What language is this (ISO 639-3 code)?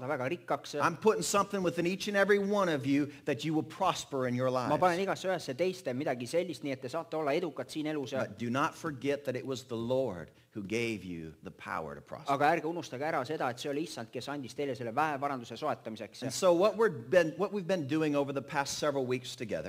est